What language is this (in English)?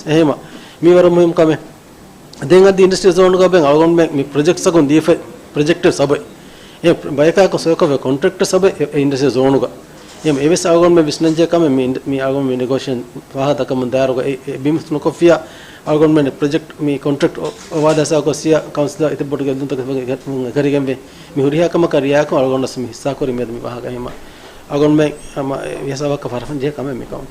Divehi